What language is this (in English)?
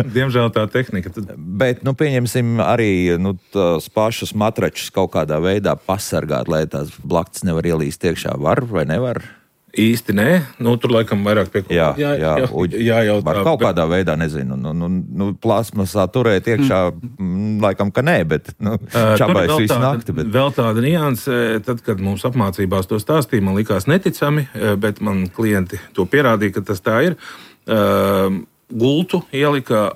Latvian